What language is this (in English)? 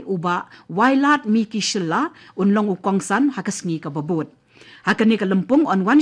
Khasi